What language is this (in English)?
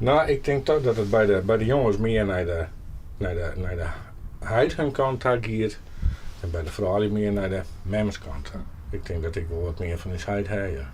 Western Frisian